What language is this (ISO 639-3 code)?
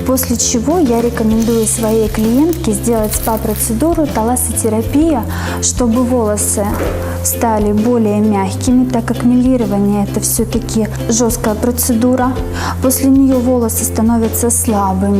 kom